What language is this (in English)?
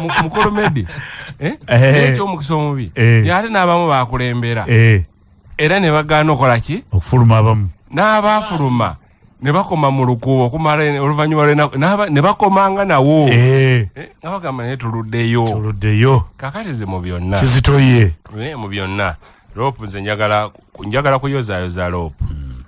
Ganda